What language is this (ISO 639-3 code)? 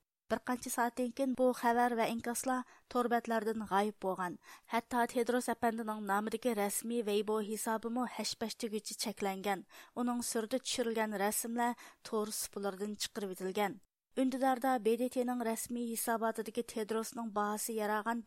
uig